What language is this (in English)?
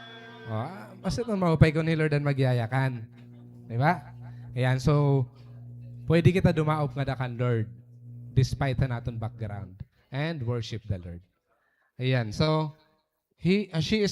Waray